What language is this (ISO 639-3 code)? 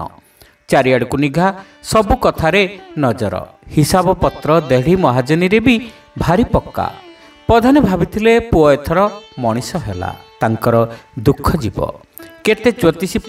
ori